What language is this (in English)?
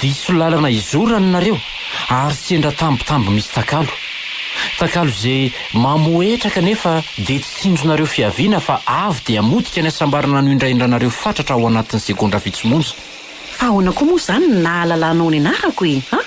Malagasy